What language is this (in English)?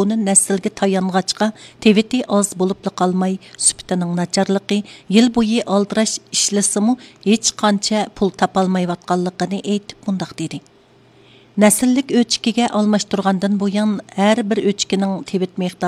Uyghur